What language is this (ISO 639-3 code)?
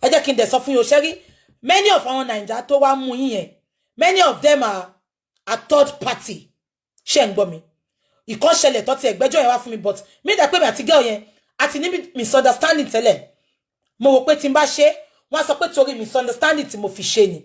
yor